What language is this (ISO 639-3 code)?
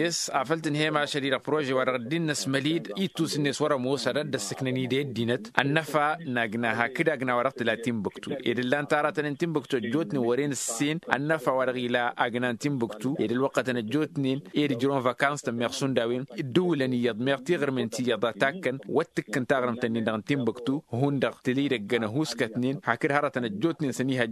taq